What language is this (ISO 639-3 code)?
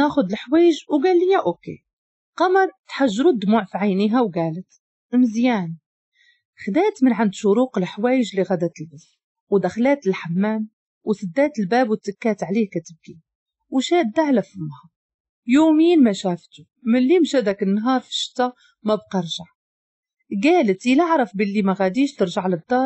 ary